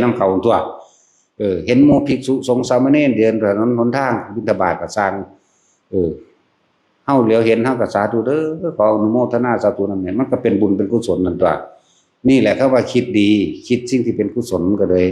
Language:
Northeastern Thai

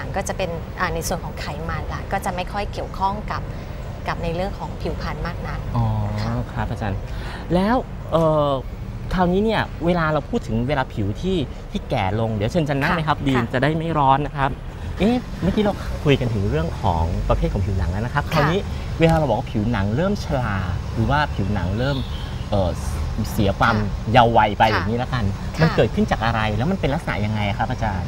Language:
Thai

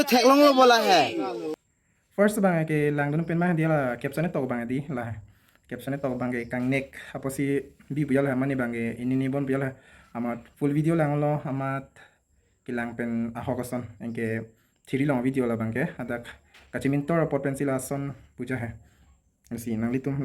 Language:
Karbi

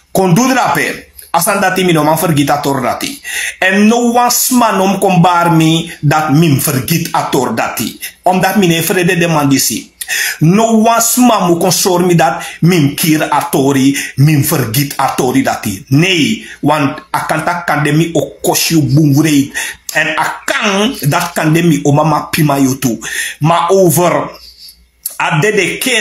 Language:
Sranan Tongo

